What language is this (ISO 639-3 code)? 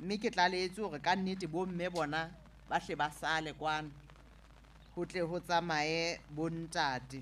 sot